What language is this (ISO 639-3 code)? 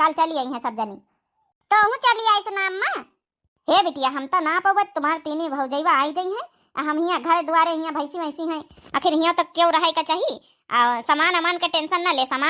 awa